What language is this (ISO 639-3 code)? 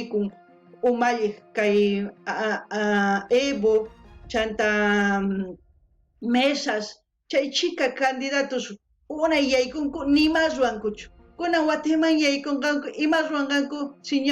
quh